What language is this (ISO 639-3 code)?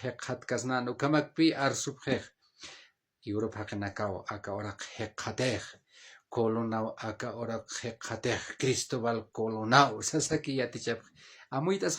aym